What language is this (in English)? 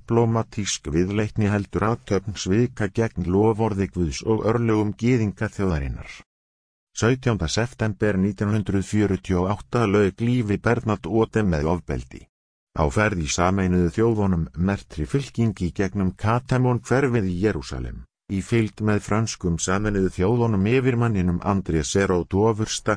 Icelandic